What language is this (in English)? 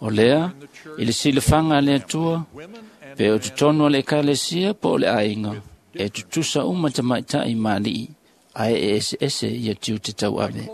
Samoan